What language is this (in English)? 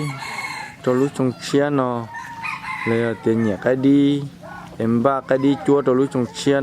Hmong